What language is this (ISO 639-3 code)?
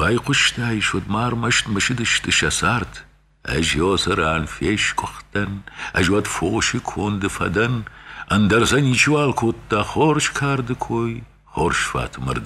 oss